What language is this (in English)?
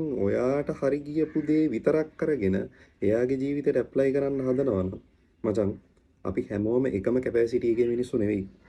Sinhala